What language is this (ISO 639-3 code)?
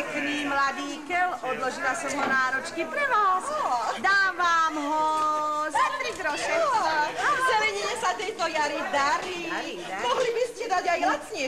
slk